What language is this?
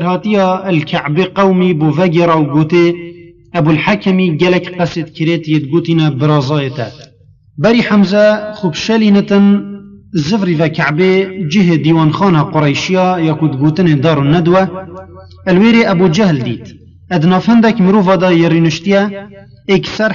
Kurdish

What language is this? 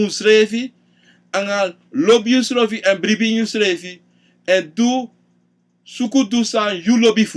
Sranan Tongo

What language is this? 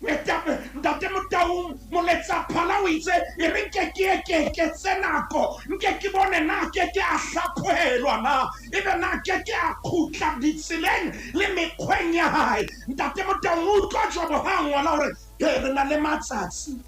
Southern Sotho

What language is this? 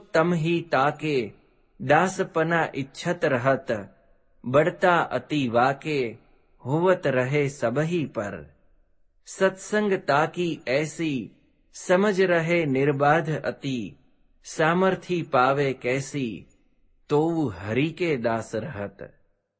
Gujarati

